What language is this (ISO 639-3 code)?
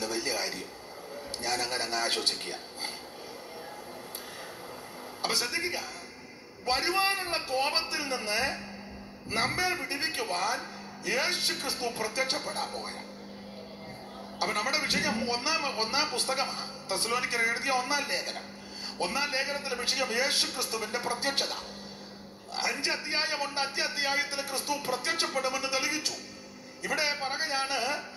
mal